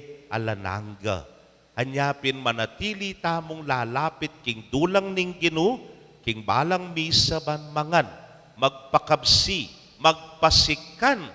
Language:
Pampanga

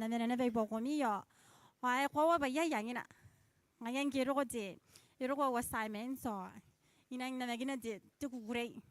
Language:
Gilbertese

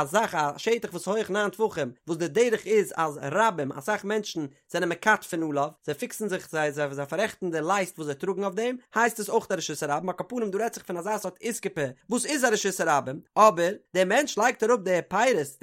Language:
Yiddish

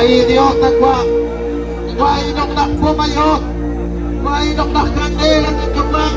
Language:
Kekchí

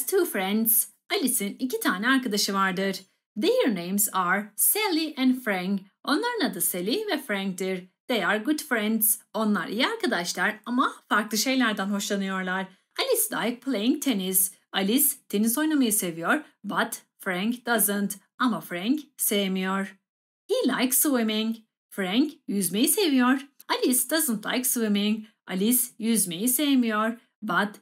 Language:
Turkish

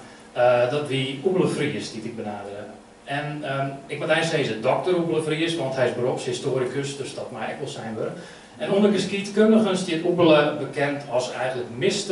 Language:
Dutch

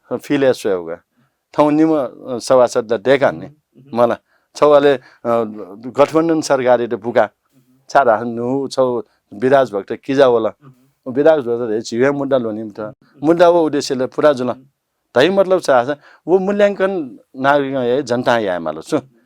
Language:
Newari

